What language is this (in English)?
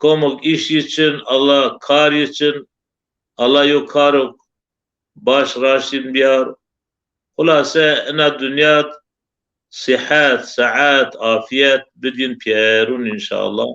Zaza